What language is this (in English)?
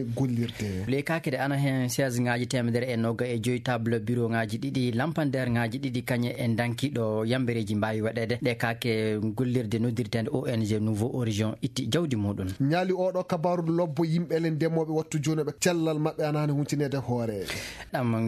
Fula